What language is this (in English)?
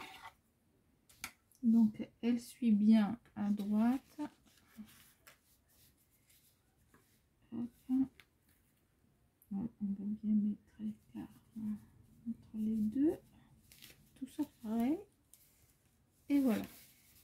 French